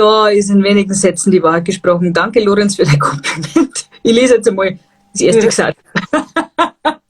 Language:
Bavarian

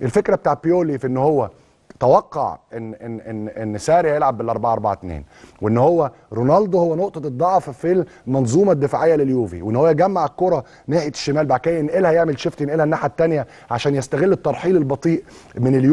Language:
Egyptian Arabic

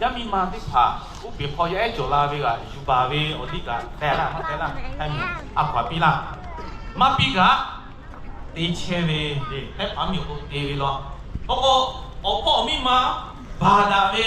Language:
Lahu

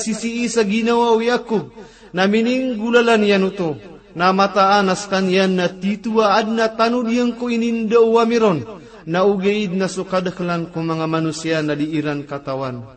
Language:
Maranao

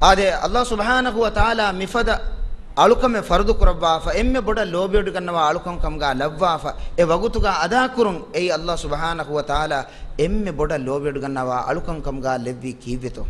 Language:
Divehi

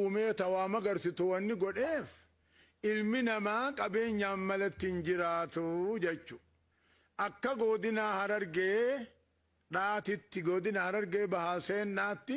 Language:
Oromo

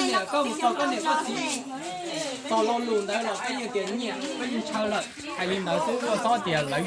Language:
Hmong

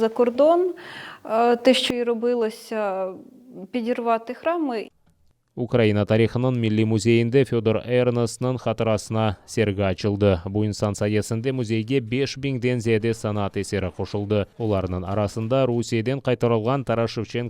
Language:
Crimean Tatar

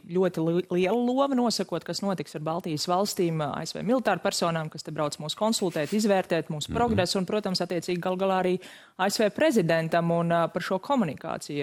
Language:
Latvian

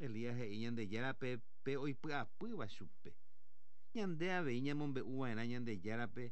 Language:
Guarani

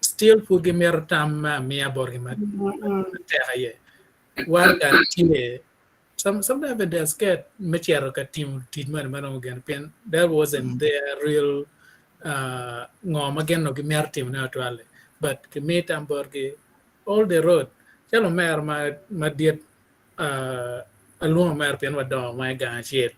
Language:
Acoli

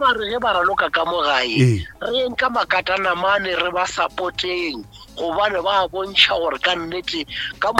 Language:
Northern Sotho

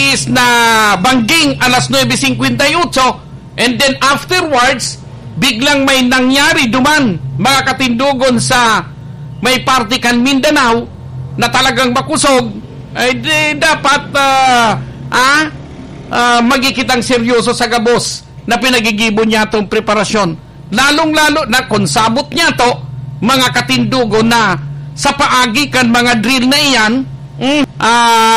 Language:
Bikol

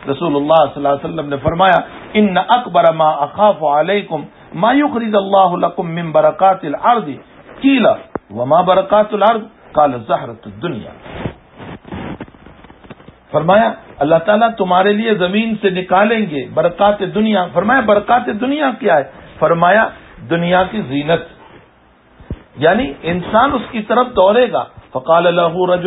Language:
Urdu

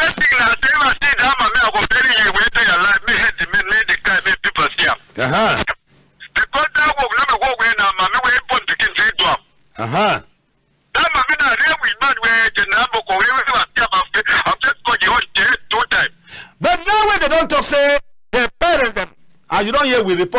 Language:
Cameroon Pidgin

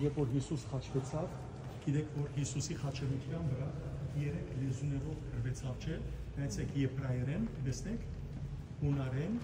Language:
Western Armenian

